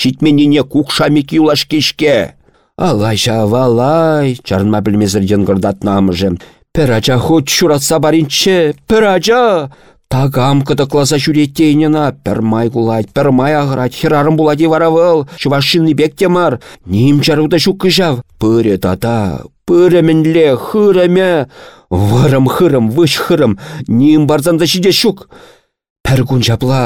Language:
Chuvash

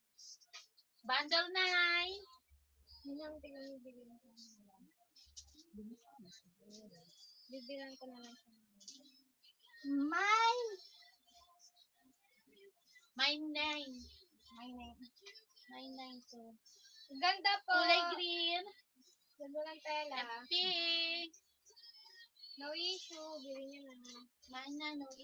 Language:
Filipino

